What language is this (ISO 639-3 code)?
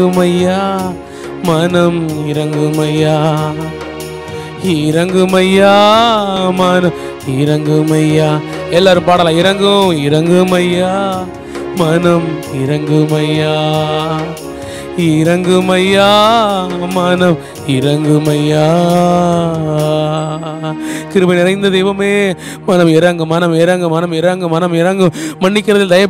tam